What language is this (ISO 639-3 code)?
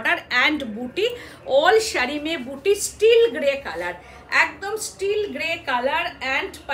ben